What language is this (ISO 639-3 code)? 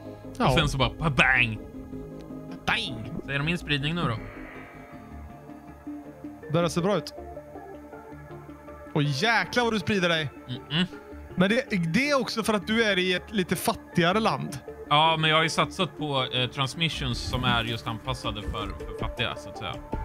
swe